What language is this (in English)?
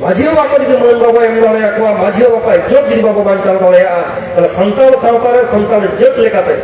Santali